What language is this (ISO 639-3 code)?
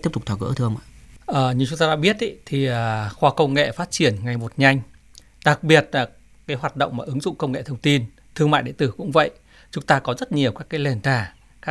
vie